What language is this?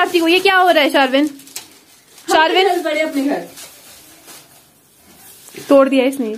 Hindi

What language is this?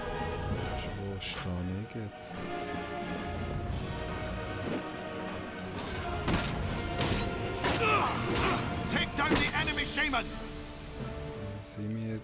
German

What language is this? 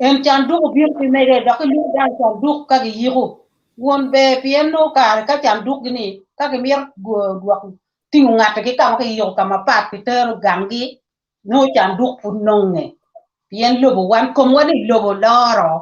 Acoli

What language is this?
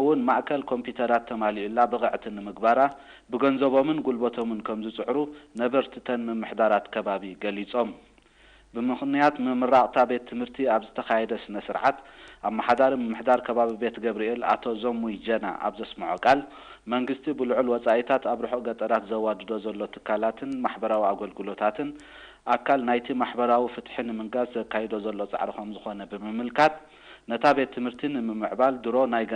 Tigrinya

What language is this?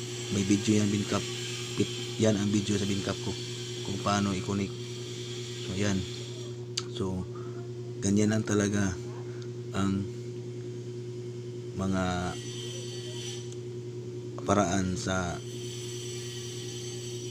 Filipino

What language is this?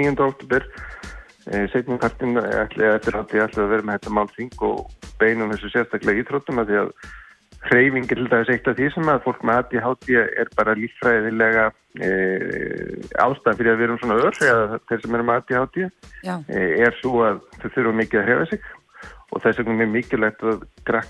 Icelandic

